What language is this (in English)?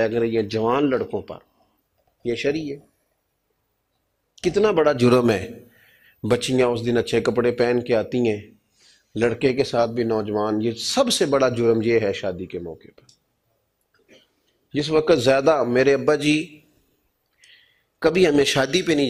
Urdu